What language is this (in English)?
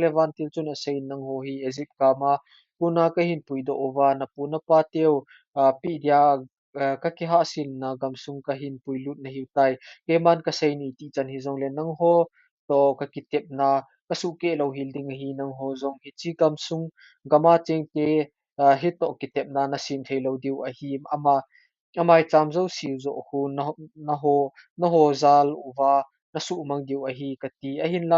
Thado Chin